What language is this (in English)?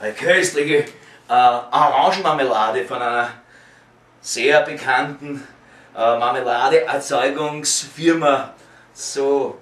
Bavarian